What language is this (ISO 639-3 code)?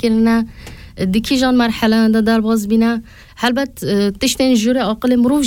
kur